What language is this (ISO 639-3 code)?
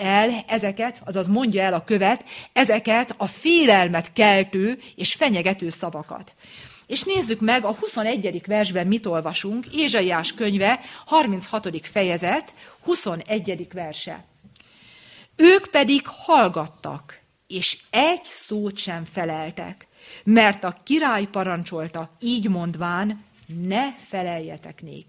hun